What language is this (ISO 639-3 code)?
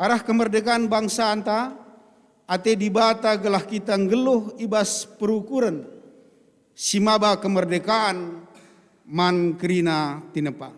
btx